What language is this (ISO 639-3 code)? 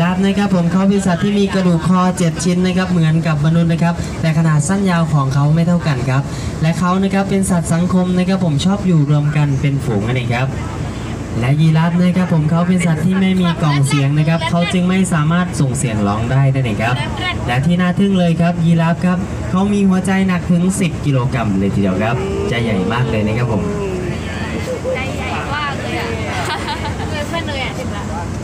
tha